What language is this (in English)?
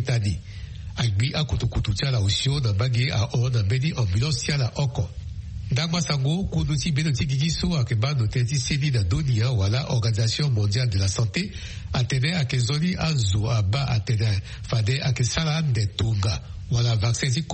Sango